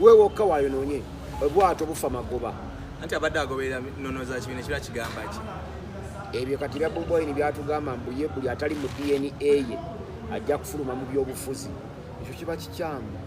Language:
Ganda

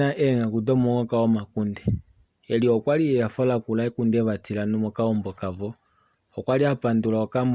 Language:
Kuanyama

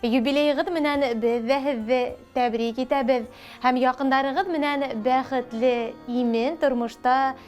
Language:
Bashkir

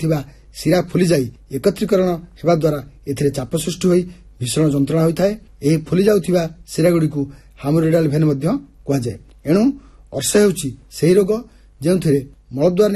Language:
Odia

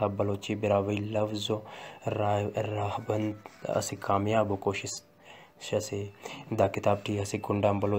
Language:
Brahui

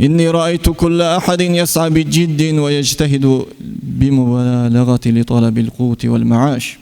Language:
Kumyk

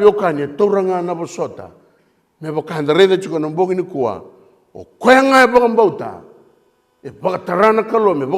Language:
Fijian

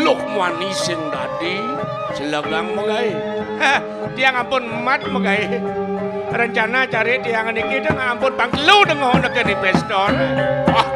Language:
Balinese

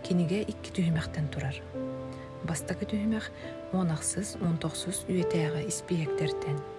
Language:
Yakut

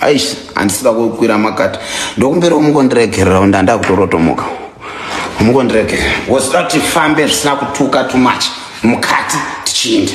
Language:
Shona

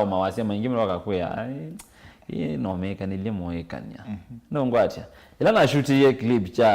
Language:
Kamba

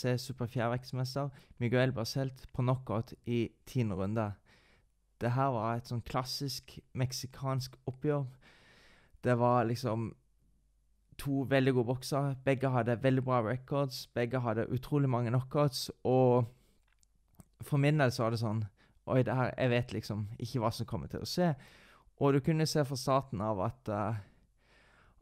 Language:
Norwegian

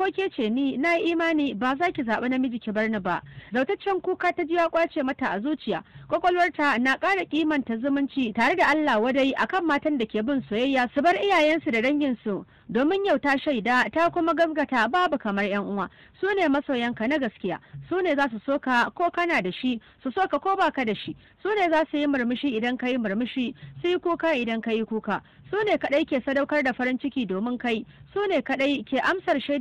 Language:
Hausa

